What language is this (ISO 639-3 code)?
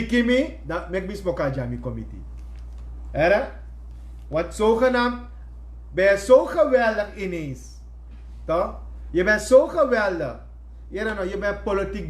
srn